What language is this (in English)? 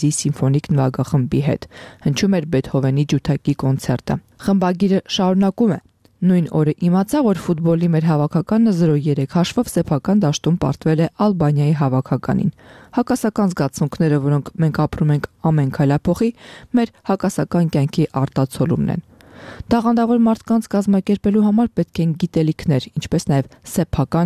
Armenian